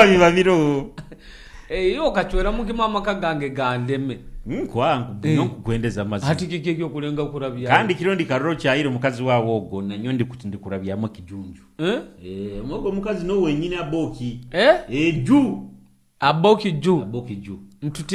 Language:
Nyoro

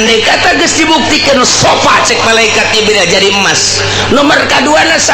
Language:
Sundanese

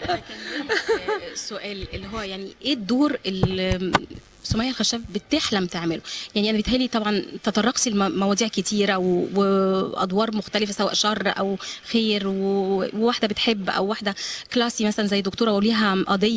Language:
Egyptian Arabic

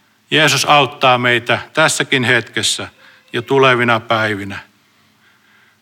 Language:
Finnish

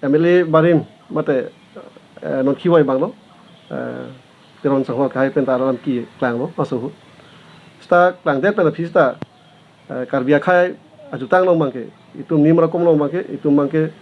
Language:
Karbi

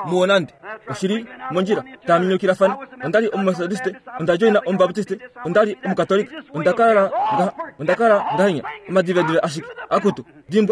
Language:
Kuanyama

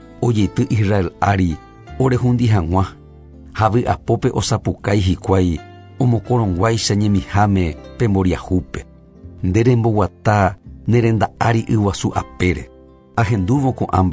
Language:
Guarani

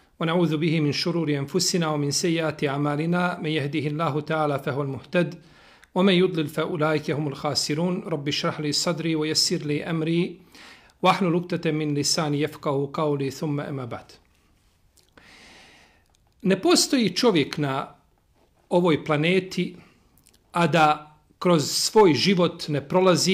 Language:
Bosnian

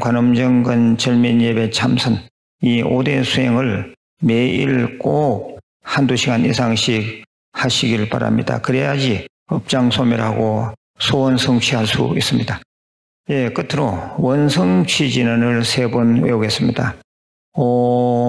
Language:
Korean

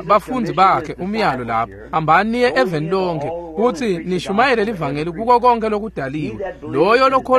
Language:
Swati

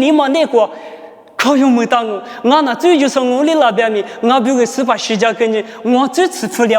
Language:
Lisu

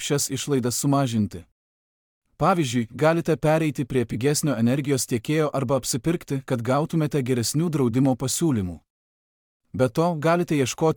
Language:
Lithuanian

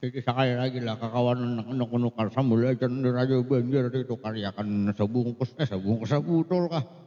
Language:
Banjar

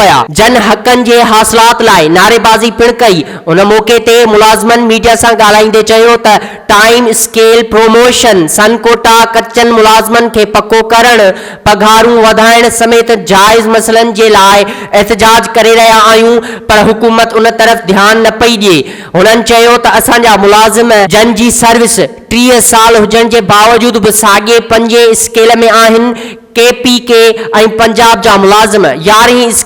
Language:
Sindhi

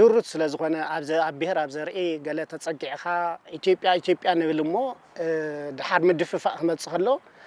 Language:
Tigrinya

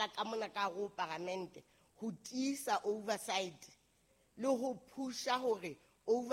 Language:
Southern Sotho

